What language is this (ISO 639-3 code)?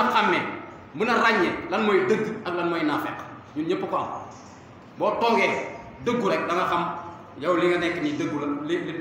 wol